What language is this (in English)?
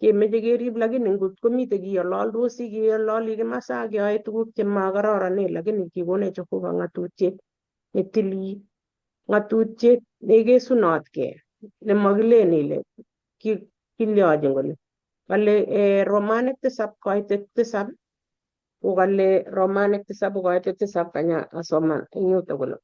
Kalenjin